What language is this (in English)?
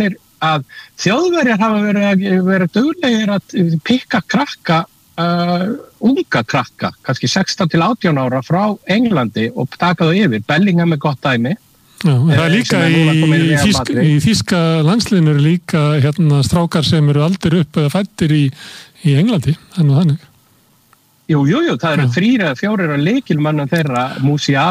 Icelandic